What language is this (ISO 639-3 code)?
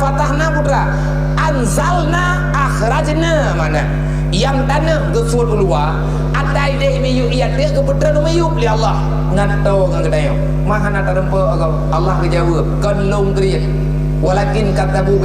ace